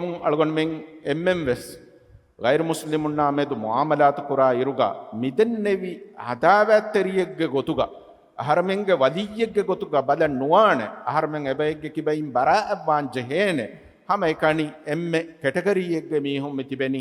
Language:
Divehi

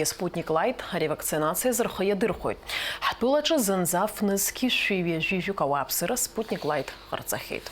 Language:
Abkhazian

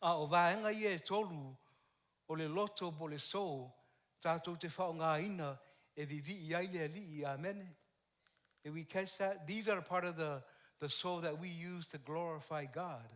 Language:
Samoan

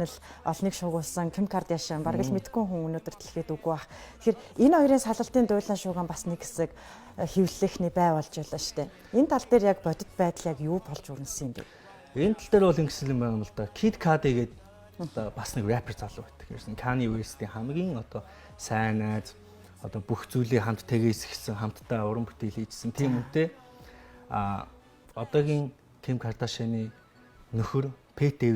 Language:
Mongolian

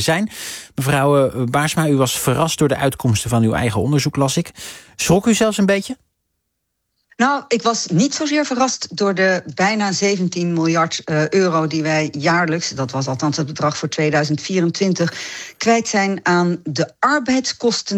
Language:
Dutch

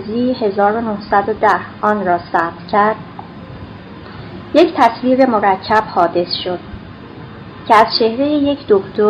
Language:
Persian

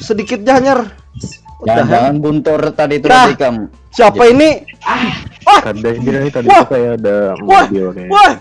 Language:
Banjar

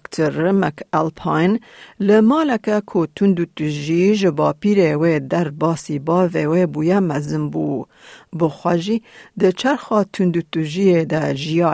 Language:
Kurdish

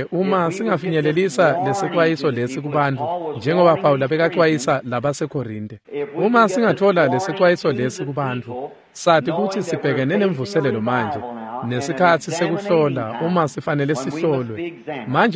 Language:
Swati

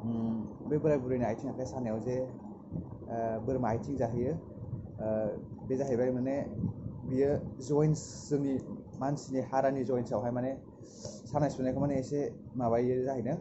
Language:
Bodo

